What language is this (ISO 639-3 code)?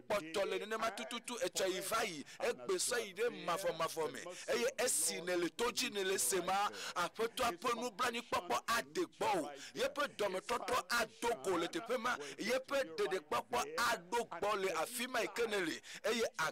ewe